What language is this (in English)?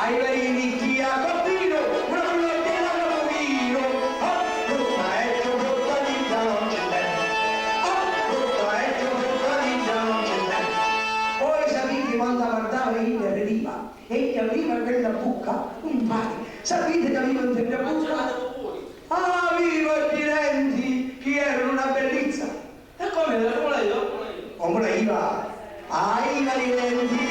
Sicilian